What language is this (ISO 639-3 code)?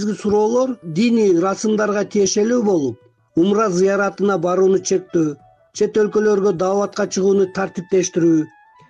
kir